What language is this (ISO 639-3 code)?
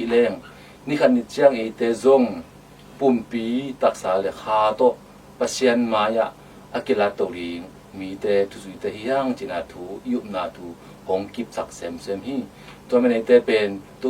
ctd